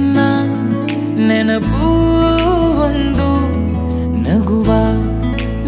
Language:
Kannada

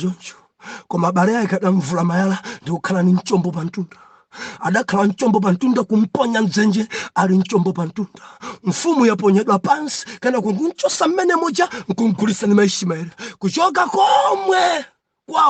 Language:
Nyanja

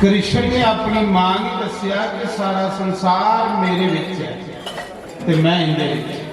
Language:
Dogri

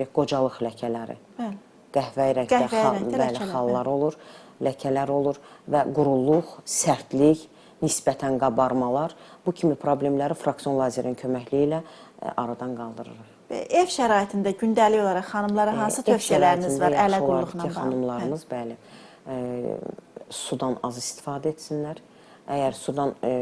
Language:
Azerbaijani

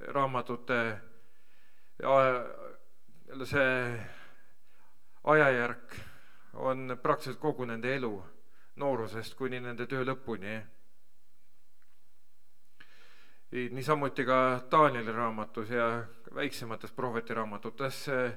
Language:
Estonian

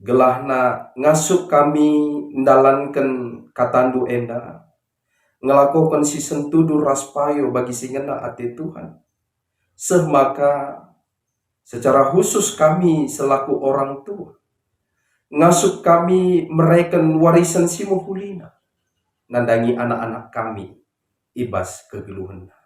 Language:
Batak Karo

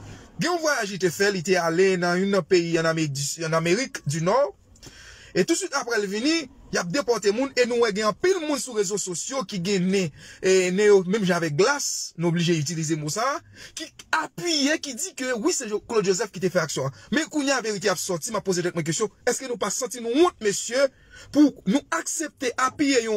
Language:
Haitian Creole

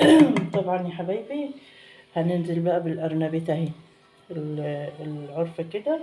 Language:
Egyptian Arabic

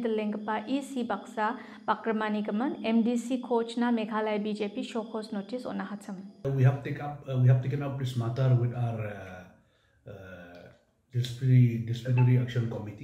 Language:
Garo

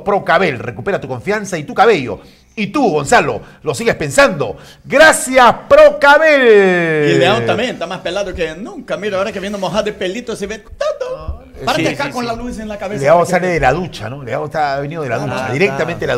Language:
Spanish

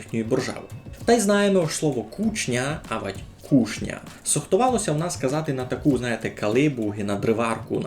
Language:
Rusyn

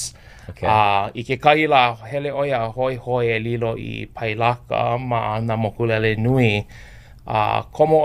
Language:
Hawaiian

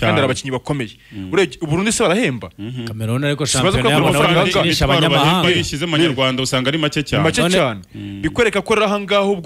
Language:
Kinyarwanda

